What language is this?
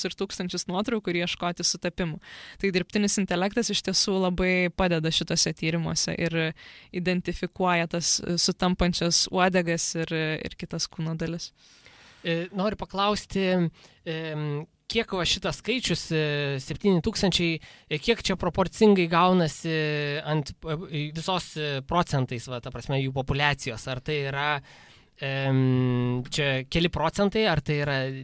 Lithuanian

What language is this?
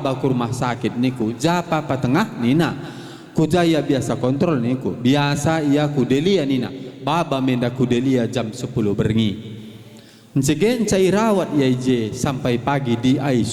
Batak Karo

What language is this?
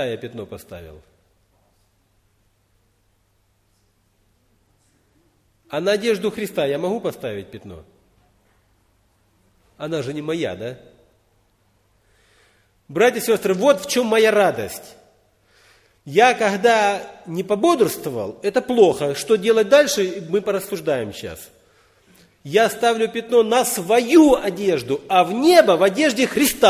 Russian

